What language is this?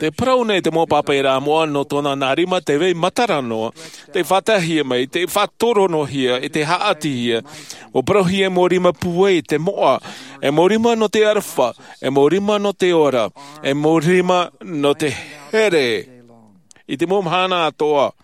Tahitian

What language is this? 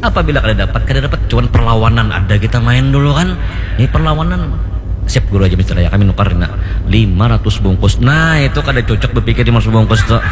Banjar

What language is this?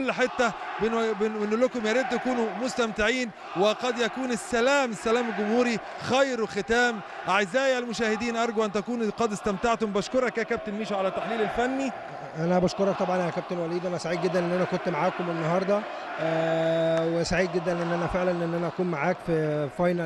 Egyptian Arabic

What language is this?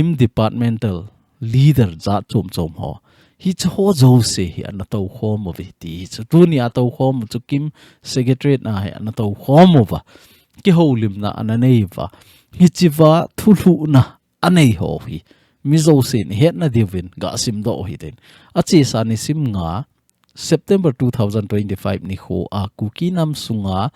Thado Chin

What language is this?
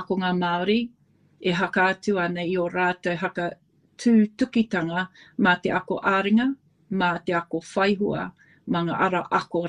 Māori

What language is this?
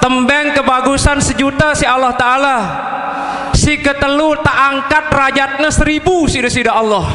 Sasak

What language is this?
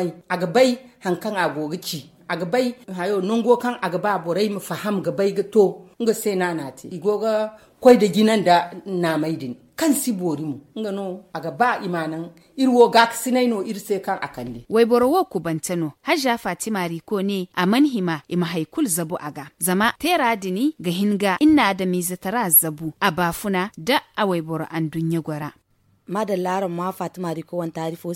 Zarma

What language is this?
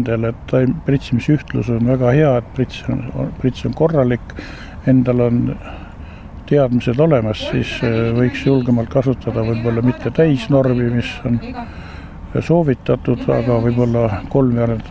Estonian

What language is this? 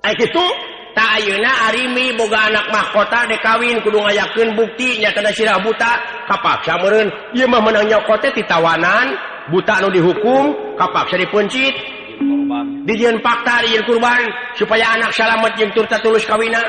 Sundanese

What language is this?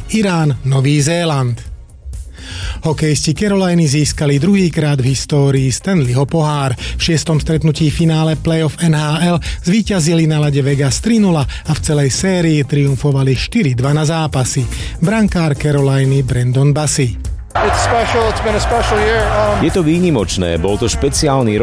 Slovak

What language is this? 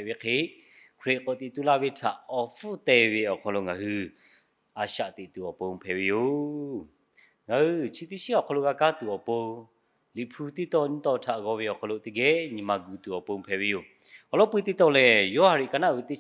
Lahu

